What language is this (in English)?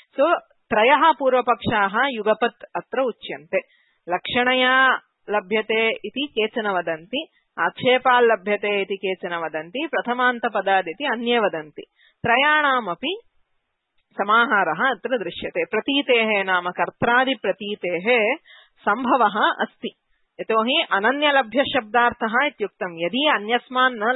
Sanskrit